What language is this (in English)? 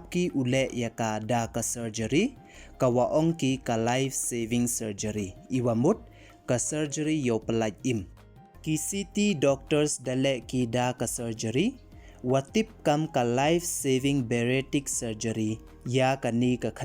Pnar